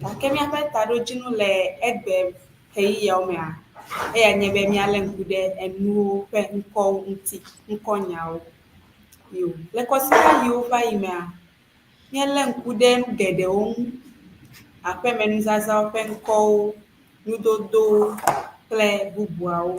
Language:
Ewe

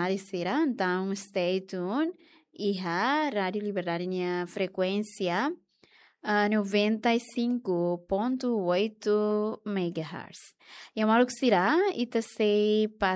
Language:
Tetum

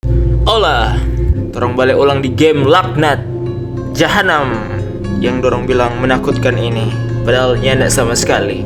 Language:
Manado Malay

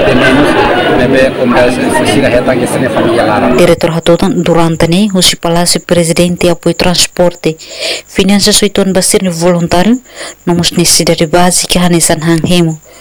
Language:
Tetum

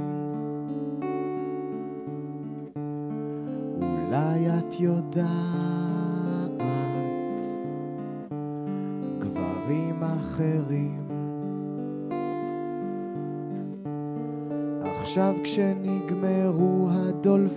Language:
Hebrew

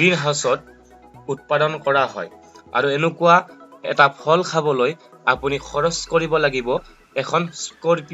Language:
Assamese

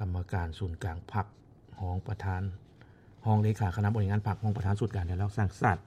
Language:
Lao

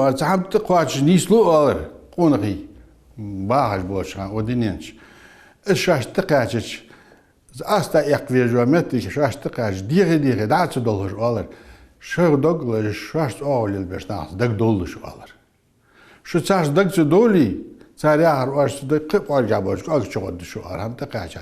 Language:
Ingush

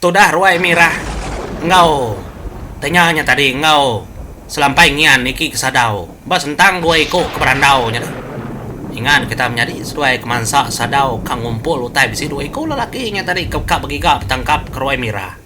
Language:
Iban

